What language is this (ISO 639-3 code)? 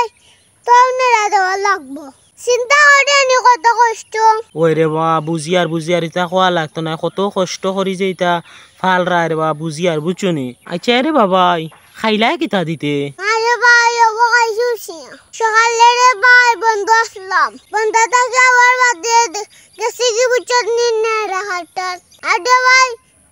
syl